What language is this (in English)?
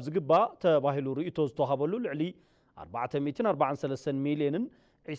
Tigrinya